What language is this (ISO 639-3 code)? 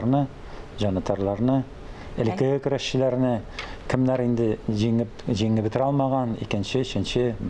tat